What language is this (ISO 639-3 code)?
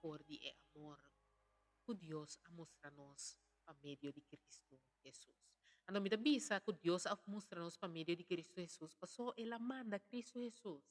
pap